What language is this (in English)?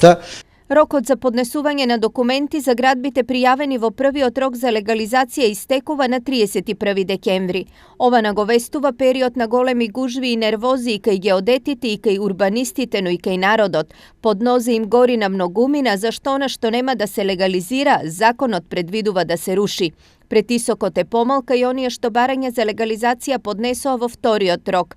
Macedonian